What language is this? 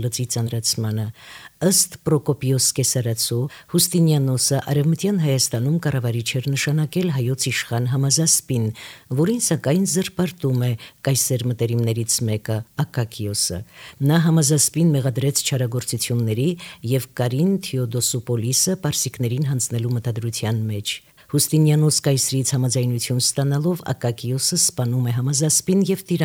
Armenian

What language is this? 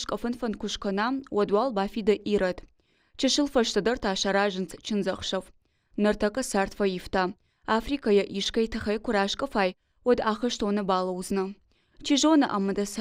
Ossetic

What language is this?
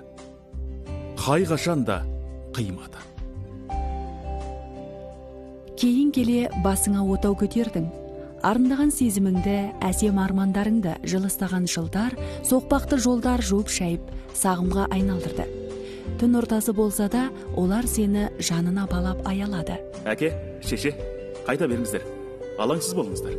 Kazakh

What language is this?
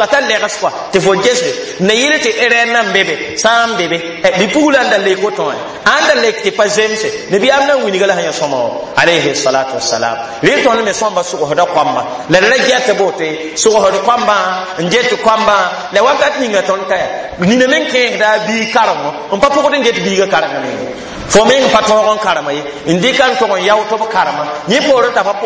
Mossi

